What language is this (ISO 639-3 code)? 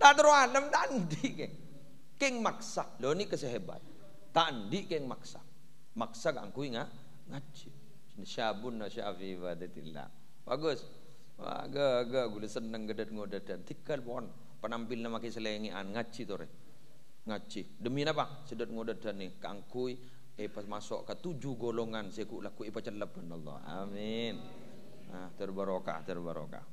mad